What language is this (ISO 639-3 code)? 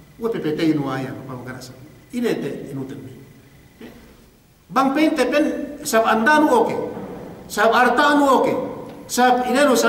yka